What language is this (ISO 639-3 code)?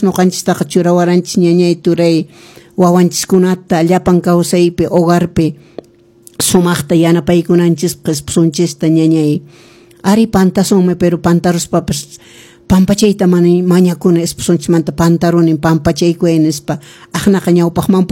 que